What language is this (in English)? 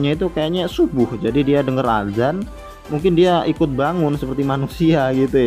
Indonesian